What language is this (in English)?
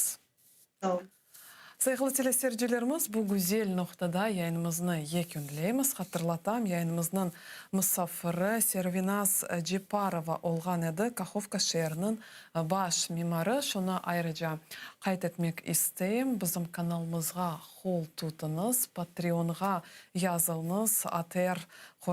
Crimean Tatar